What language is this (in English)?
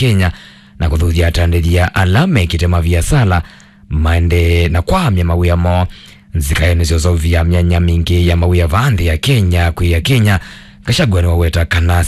Kamba